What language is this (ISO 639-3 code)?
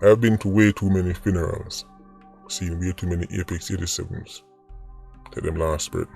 jam